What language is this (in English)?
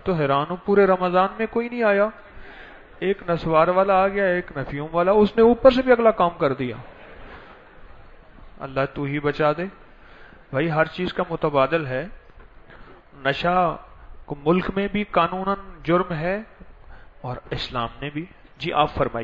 Urdu